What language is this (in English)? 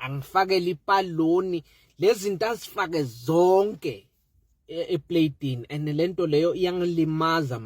Zulu